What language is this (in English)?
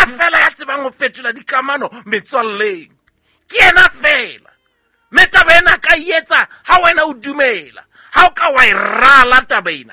Southern Sotho